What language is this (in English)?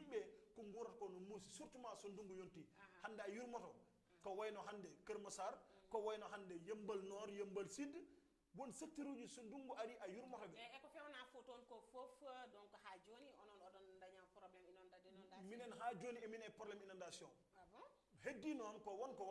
Fula